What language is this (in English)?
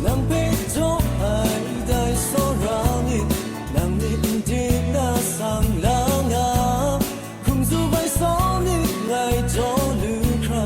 Kachin